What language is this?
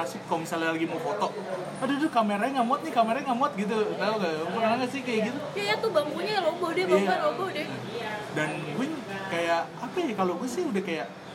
Indonesian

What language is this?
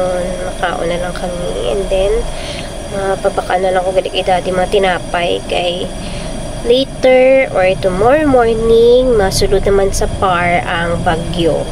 Hiligaynon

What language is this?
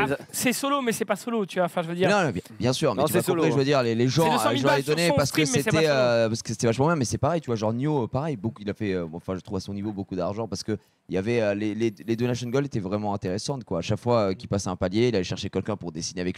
French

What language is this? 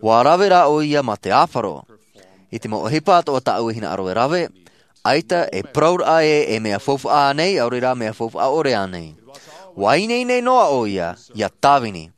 Tahitian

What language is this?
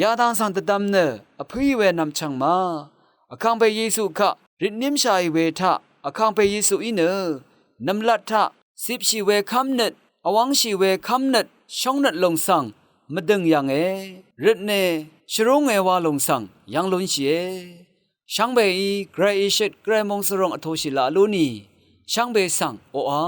Rawang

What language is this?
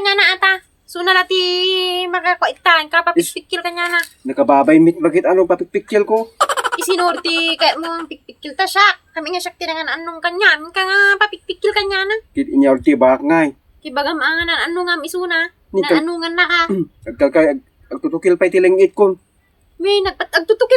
Iloko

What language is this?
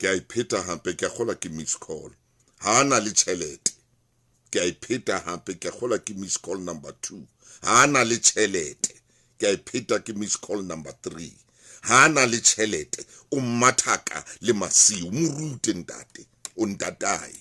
Southern Sotho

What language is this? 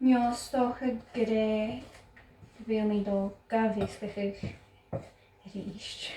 Scottish Gaelic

